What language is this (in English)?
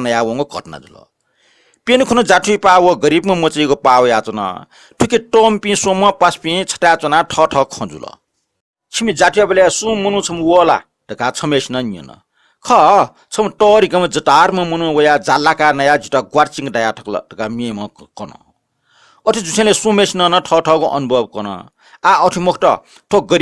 Newari